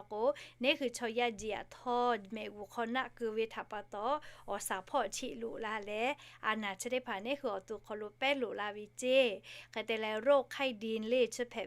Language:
Lahu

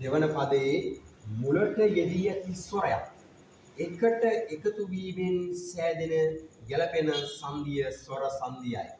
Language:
Sinhala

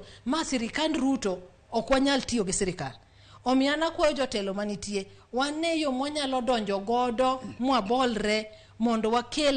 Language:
Luo (Kenya and Tanzania)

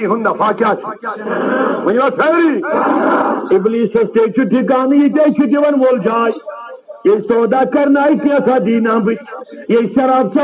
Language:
Kashmiri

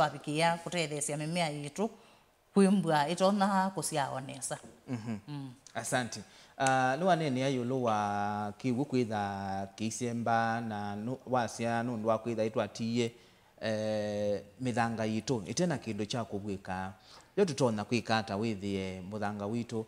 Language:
Kamba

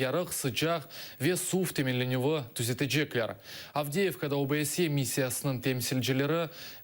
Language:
Crimean Tatar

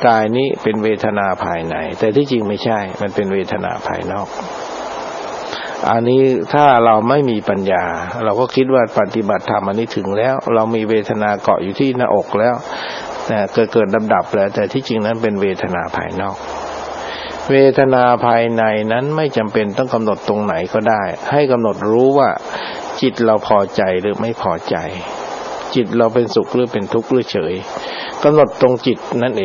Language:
Thai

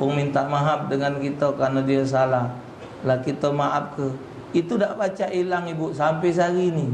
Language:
Musi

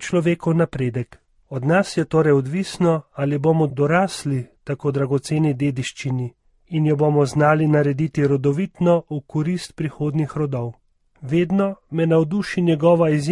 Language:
Slovenian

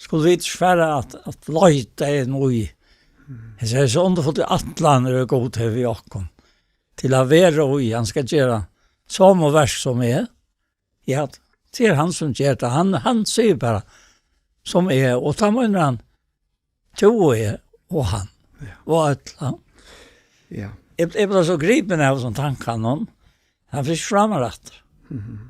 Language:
Faroese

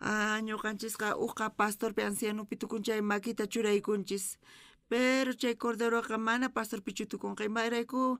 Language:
South Bolivian Quechua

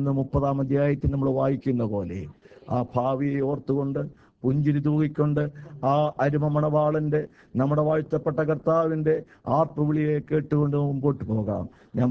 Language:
Malayalam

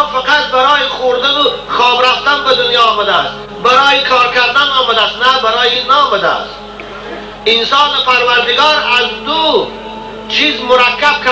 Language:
Tajik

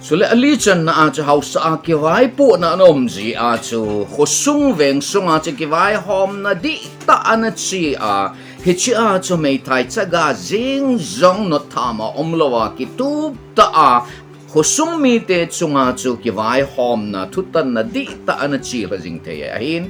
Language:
Thado Chin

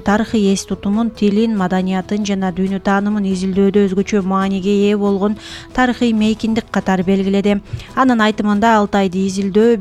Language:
Kyrgyz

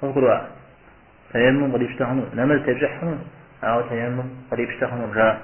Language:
Kabardian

